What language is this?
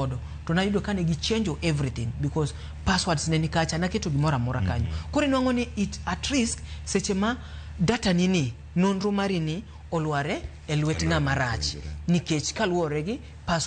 Luo (Kenya and Tanzania)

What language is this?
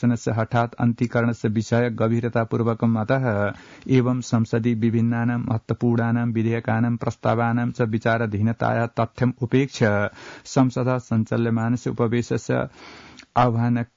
Sanskrit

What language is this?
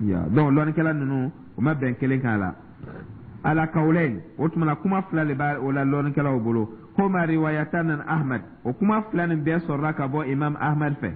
Dyula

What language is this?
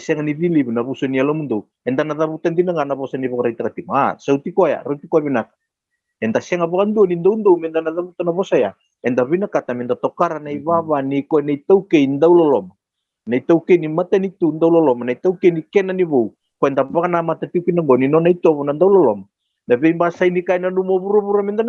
Fijian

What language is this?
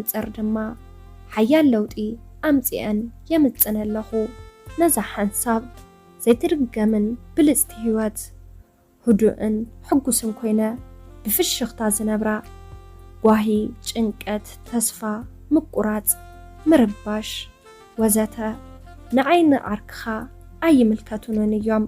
Tigrinya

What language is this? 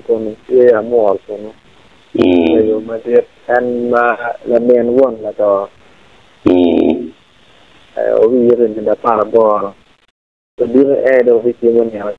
Acoli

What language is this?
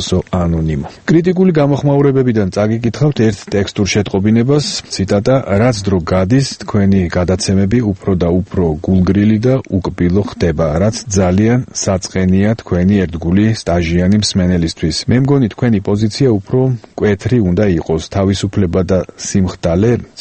Georgian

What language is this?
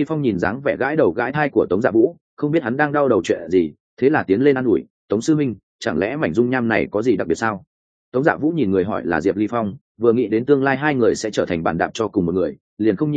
Vietnamese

